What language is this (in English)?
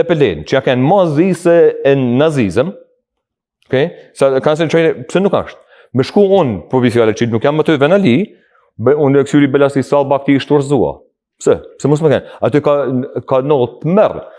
Albanian